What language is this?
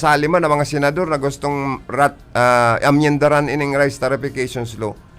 Bikol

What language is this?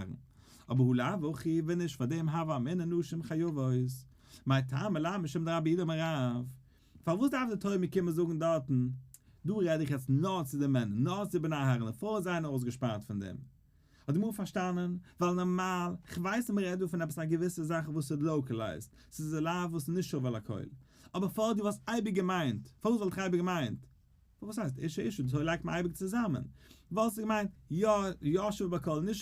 Yiddish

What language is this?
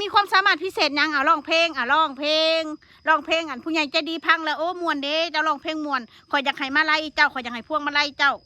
Northeastern Thai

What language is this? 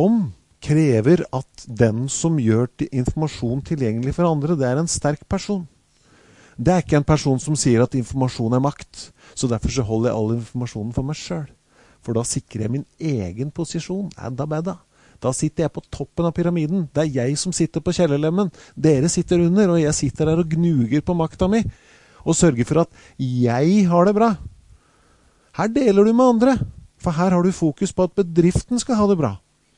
Norwegian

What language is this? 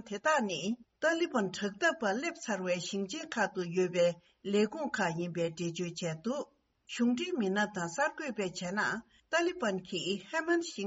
Tibetan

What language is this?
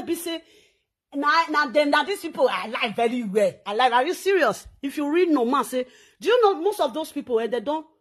Nigerian Pidgin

